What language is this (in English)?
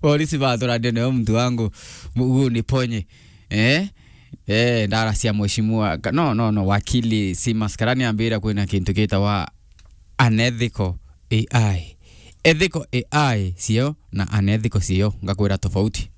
Meru